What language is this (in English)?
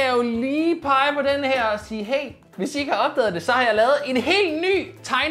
Danish